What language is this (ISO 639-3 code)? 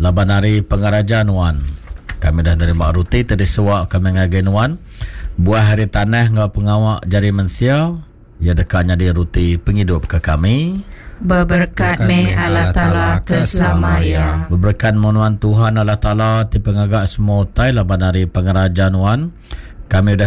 iba